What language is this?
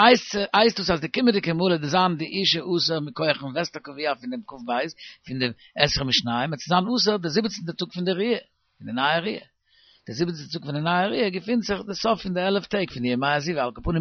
Yiddish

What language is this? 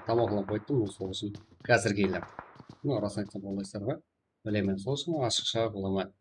Kara-Kalpak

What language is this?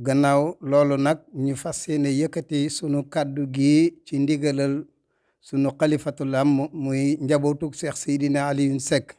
Wolof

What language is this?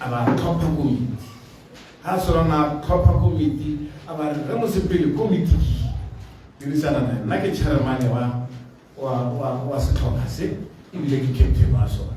Tswana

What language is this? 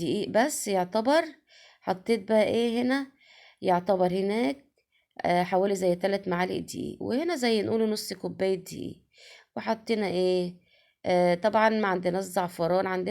Egyptian Arabic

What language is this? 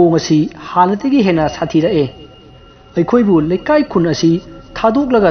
Manipuri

